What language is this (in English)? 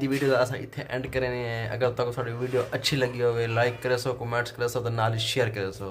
Saraiki